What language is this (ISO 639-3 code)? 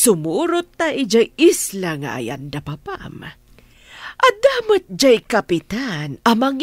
ilo